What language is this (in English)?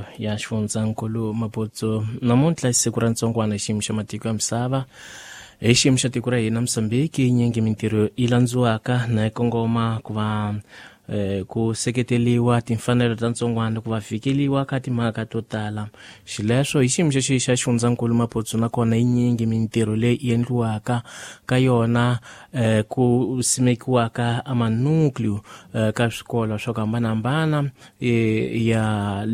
Tsonga